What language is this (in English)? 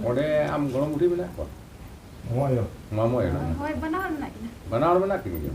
Santali